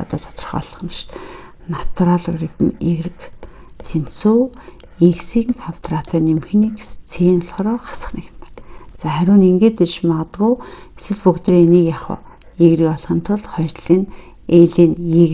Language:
Mongolian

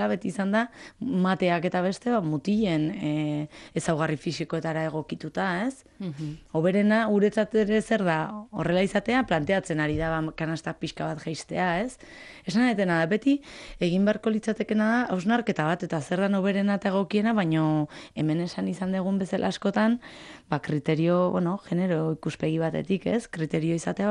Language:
Basque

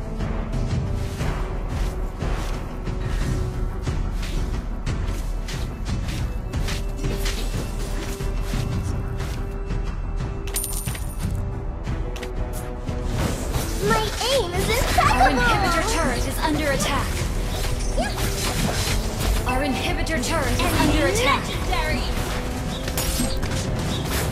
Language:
English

